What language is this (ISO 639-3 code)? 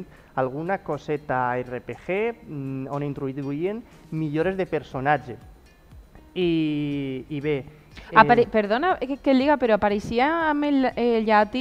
cat